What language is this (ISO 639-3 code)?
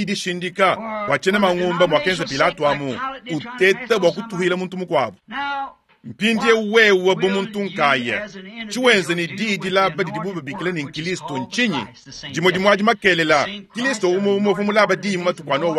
lua